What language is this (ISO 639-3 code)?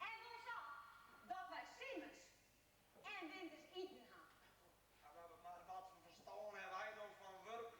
fry